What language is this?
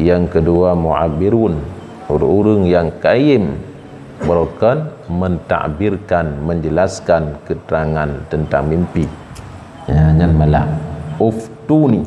Achinese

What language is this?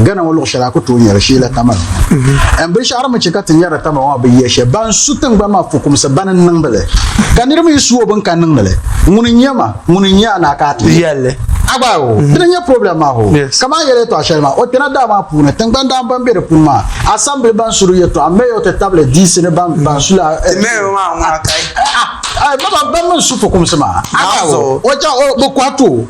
Dagbani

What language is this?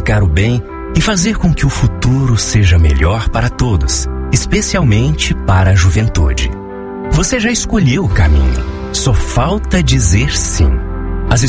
Portuguese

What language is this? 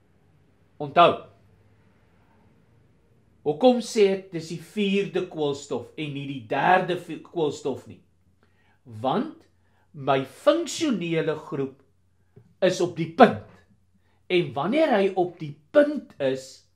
Afrikaans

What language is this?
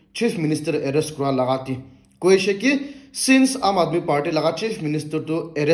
Naga Pidgin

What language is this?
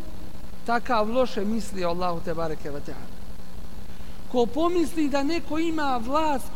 Bosnian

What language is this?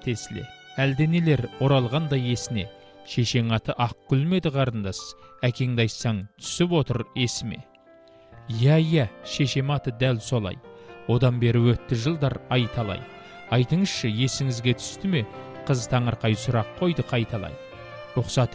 Kazakh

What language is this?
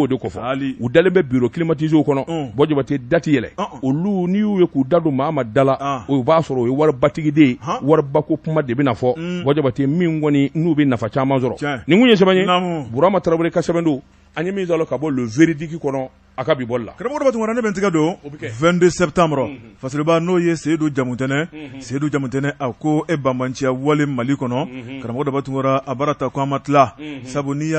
Bambara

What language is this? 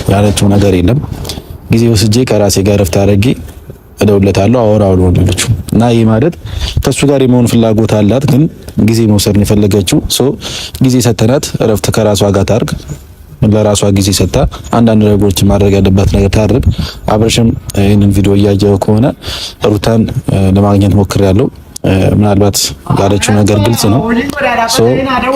Amharic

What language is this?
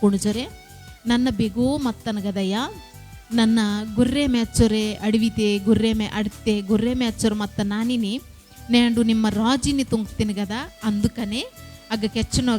Koya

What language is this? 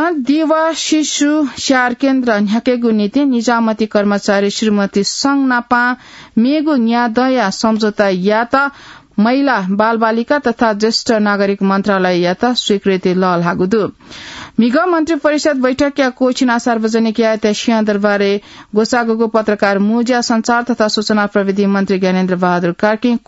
Newari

